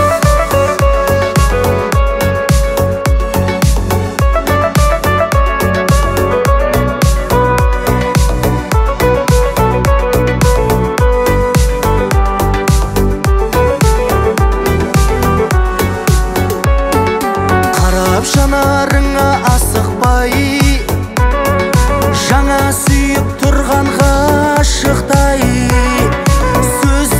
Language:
Kazakh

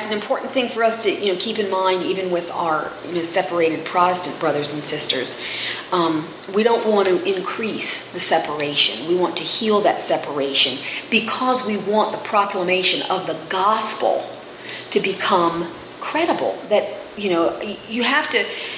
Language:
English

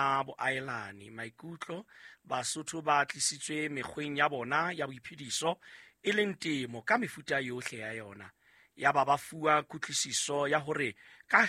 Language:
Southern Sotho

